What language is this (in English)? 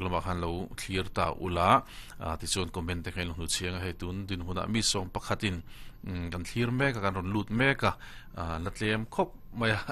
Mizo